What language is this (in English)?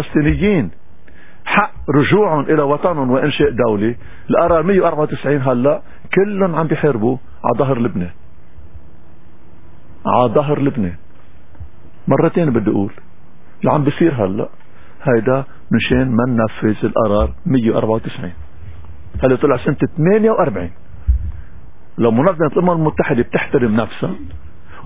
North Levantine Arabic